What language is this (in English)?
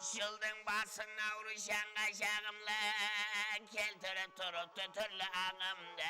Kara-Kalpak